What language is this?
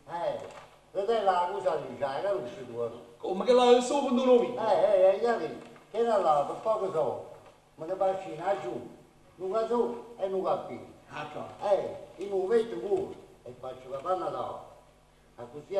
Neapolitan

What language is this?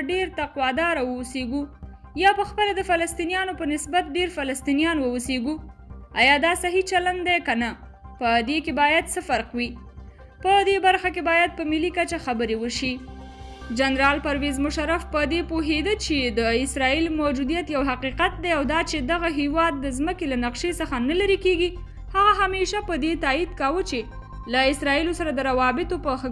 Pashto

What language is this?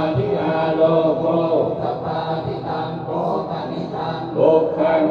Pali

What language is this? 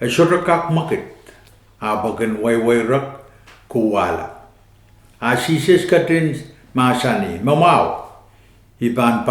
Pohnpeian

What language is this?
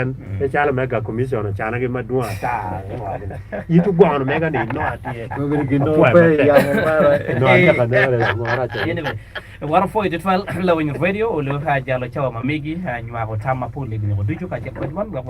Acoli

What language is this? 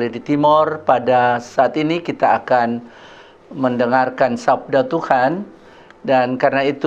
Kupang Malay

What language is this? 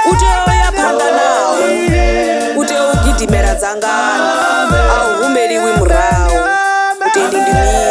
Venda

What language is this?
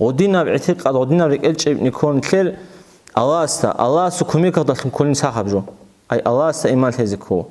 Avaric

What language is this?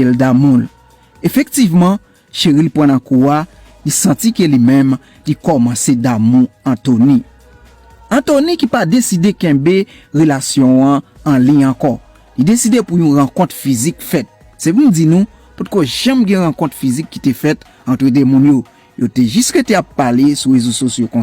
Haitian Creole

